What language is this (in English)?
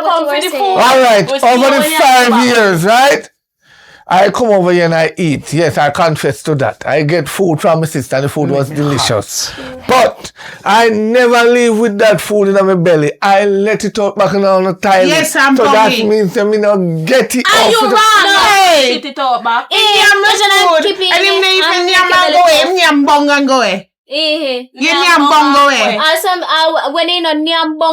Jamaican Creole English